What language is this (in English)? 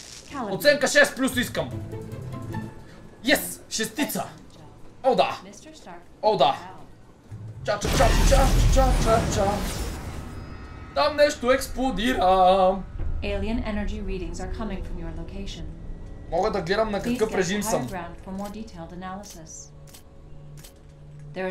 Bulgarian